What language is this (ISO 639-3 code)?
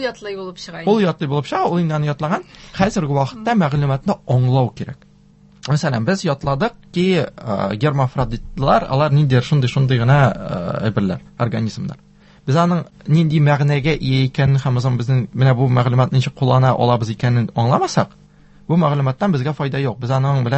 tat